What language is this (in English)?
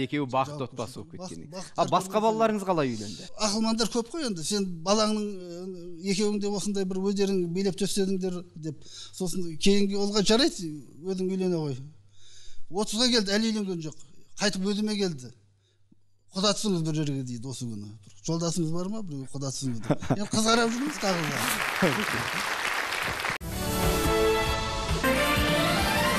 Kazakh